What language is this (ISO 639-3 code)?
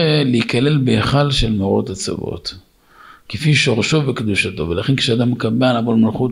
heb